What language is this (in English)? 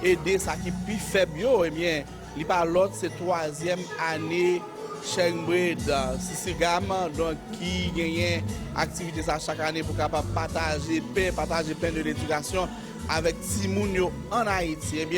Haitian Creole